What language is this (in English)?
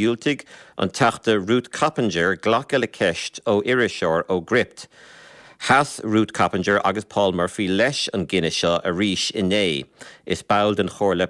Irish